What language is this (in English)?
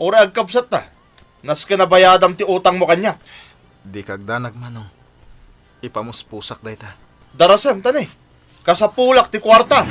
Iloko